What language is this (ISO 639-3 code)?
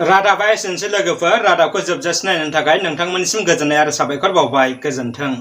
brx